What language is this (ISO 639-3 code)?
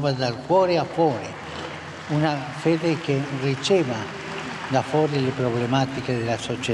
ita